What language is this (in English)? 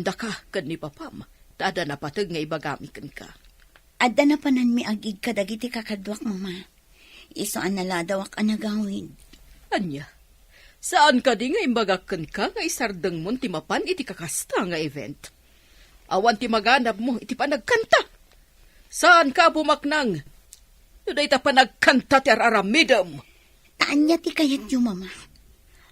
Iloko